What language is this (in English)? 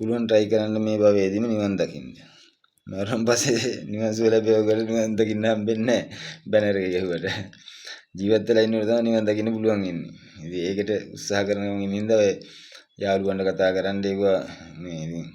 Sinhala